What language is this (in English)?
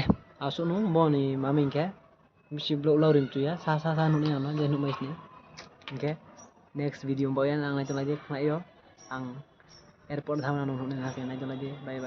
Riang (India)